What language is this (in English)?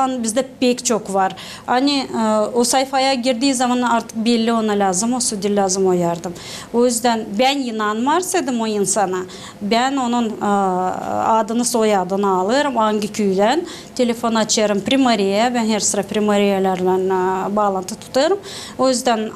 Gagauz